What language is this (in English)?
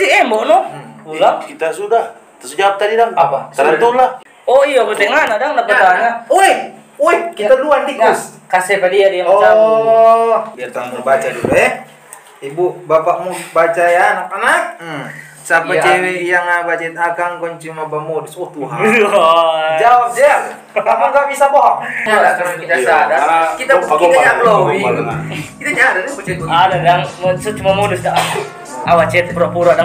Manado Malay